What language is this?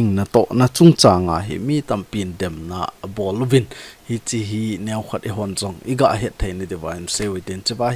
Thado Chin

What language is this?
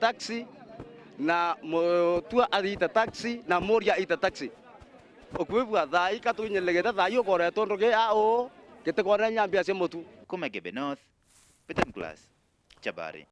Meru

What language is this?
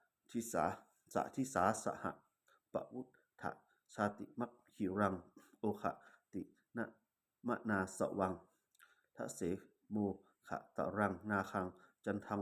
Pali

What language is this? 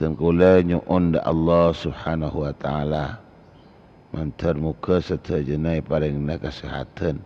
Madurese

